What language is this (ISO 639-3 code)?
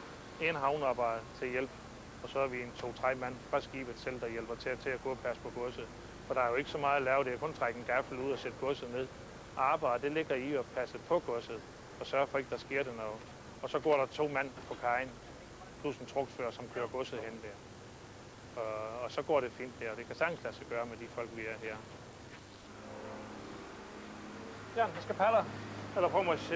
dan